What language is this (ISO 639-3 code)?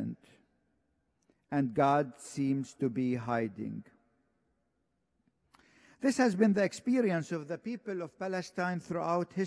eng